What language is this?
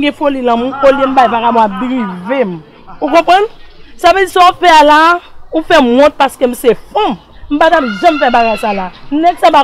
Haitian Creole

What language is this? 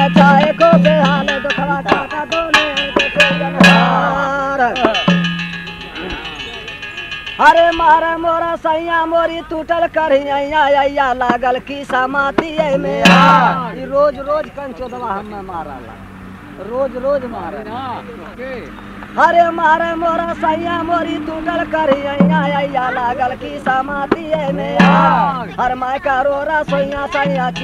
Bhojpuri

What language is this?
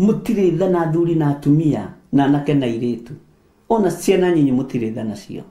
Kikuyu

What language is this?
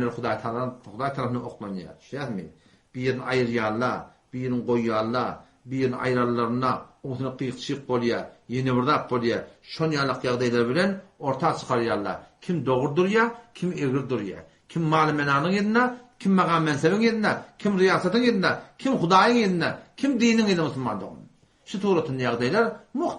Turkmen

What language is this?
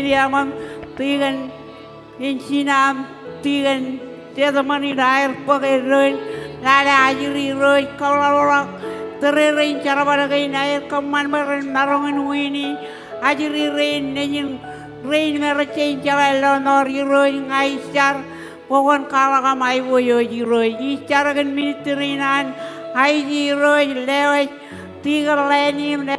Marshallese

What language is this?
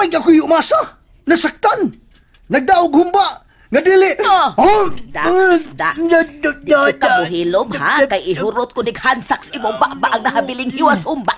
Cebuano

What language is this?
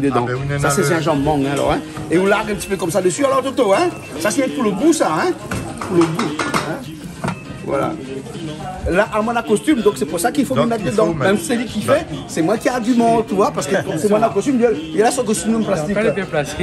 Réunion Creole French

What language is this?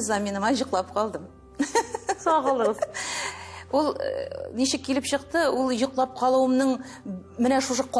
Tatar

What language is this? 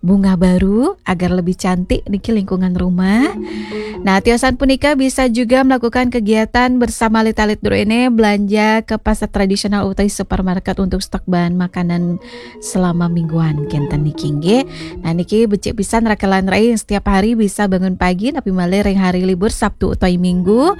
Balinese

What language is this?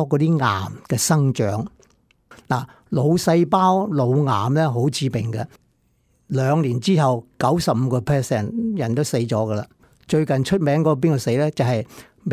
Cantonese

